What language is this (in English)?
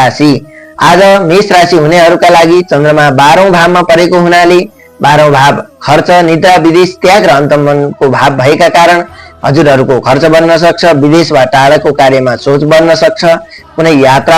Nepali